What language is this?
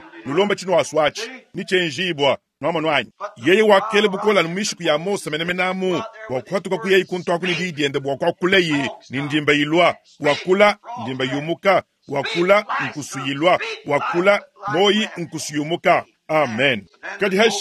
Luba-Lulua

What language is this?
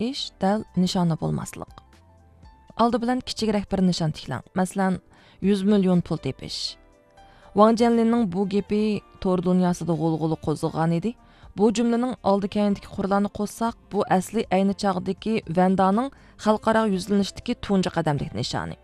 Uyghur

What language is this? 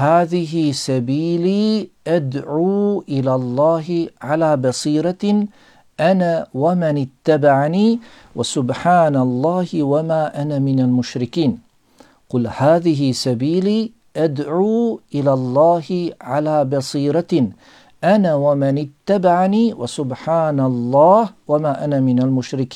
Bosnian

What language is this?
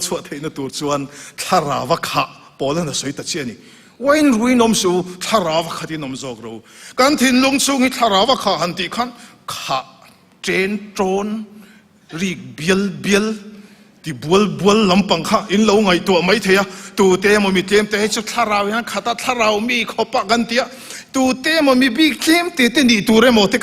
Mizo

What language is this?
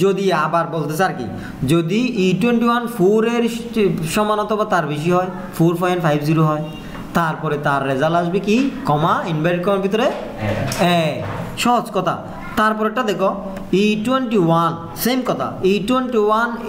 Bangla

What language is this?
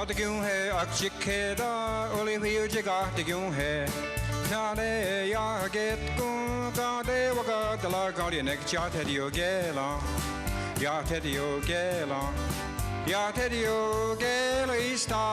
Mohawk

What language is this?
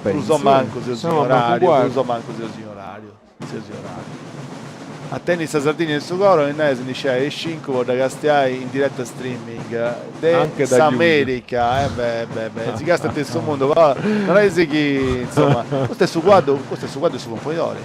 Sardinian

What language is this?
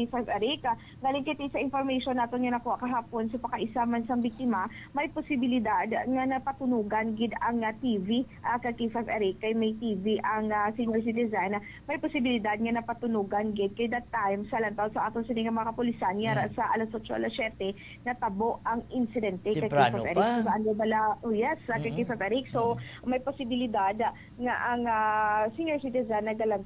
Hiligaynon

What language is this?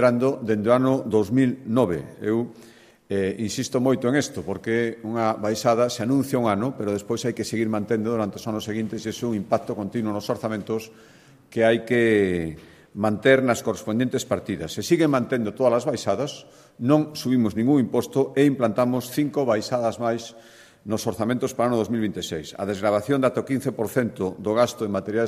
Galician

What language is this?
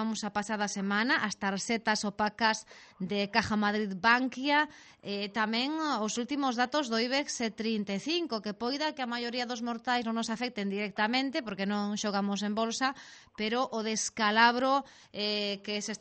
Galician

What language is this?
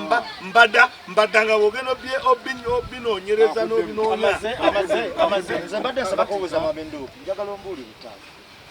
Ganda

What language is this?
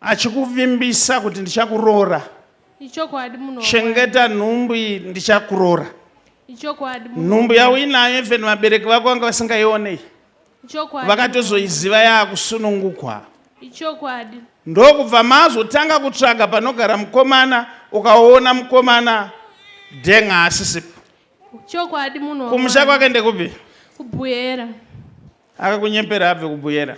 Shona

